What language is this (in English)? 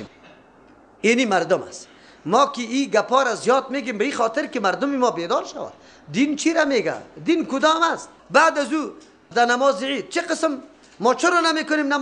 Persian